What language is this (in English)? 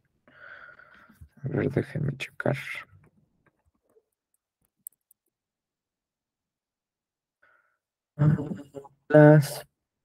Spanish